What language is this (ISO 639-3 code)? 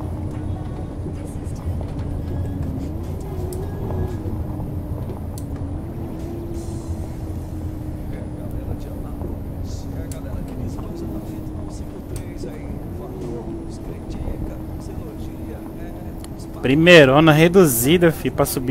por